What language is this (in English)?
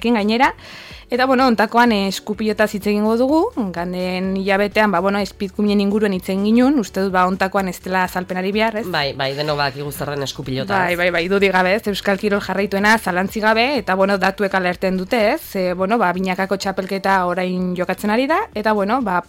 Basque